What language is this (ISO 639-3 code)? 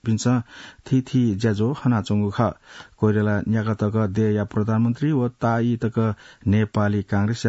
new